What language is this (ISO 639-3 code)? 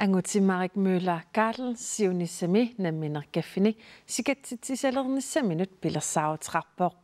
kal